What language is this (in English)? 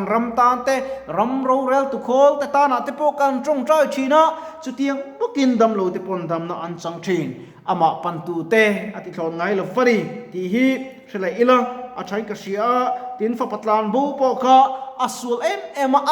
Mizo